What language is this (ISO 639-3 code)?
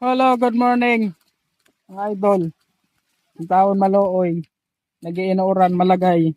war